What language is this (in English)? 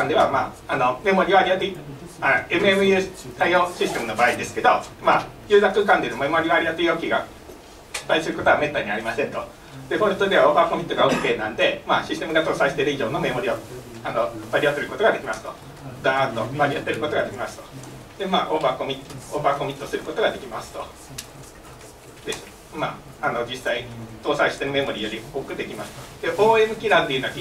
Japanese